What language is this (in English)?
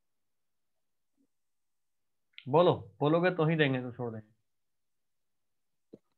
Hindi